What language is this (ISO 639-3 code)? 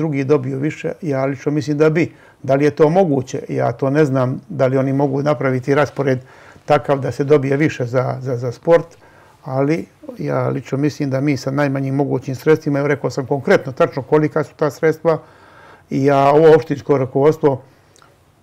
srp